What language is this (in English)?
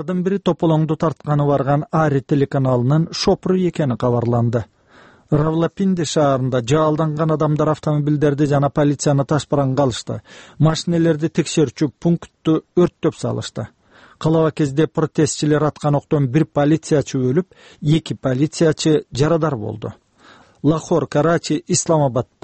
Kyrgyz